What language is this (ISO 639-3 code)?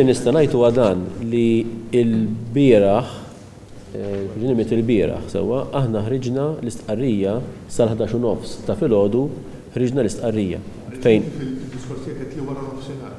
mlt